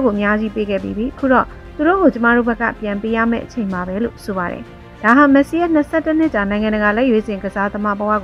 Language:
Burmese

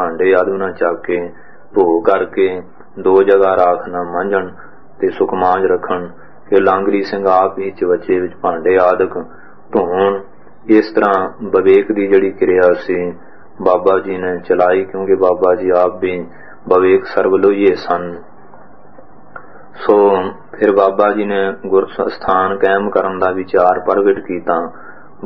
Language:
Punjabi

